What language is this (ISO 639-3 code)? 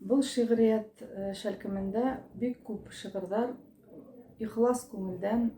bak